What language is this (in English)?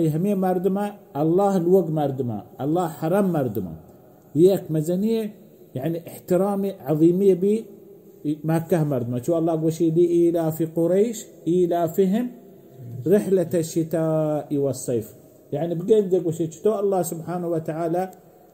Baluchi